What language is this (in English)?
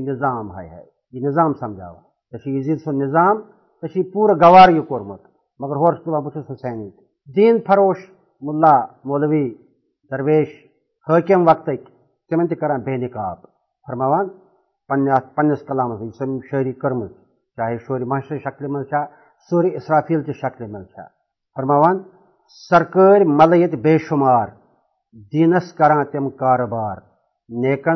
Kashmiri